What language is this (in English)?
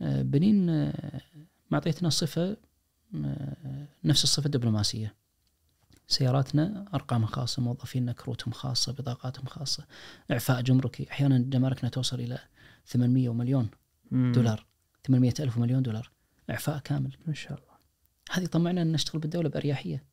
Najdi Arabic